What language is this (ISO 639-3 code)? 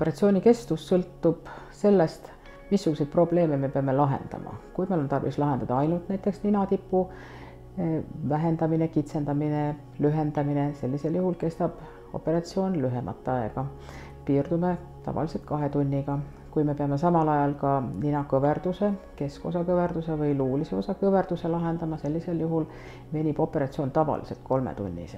est